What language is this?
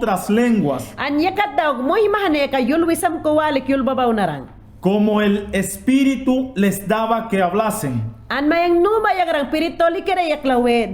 Mayangna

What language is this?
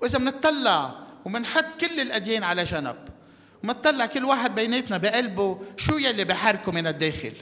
North Levantine Arabic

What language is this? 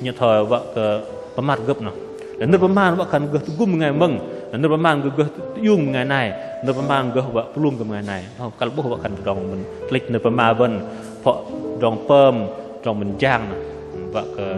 Bahnar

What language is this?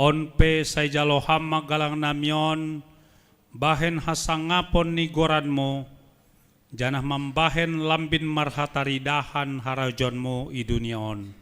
Batak Simalungun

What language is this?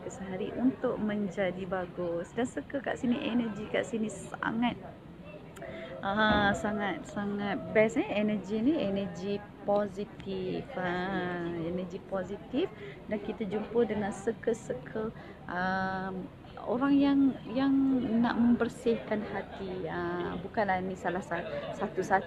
Malay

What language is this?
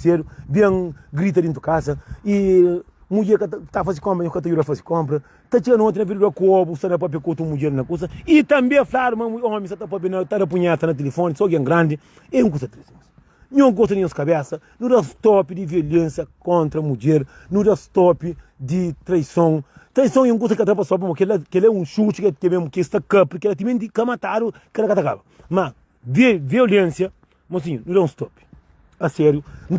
Kabuverdianu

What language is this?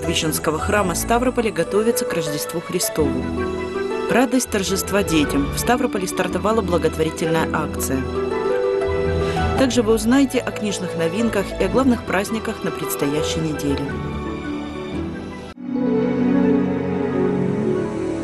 Russian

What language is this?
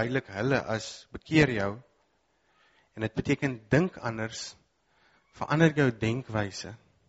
Afrikaans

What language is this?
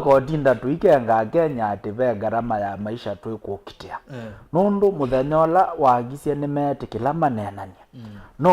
Kamba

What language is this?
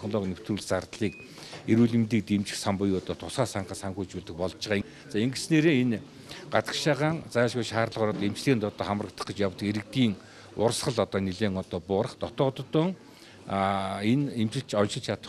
Mongolian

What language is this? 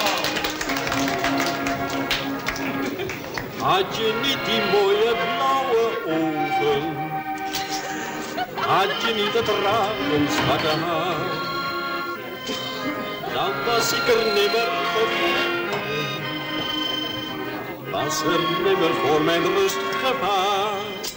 Dutch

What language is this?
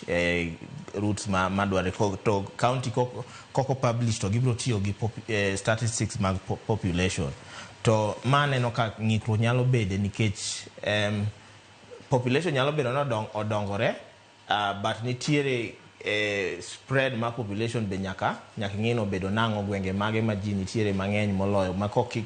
Luo (Kenya and Tanzania)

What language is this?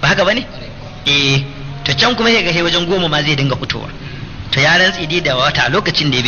Hausa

